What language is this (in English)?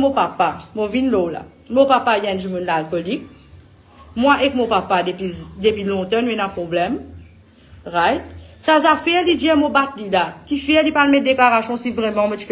Morisyen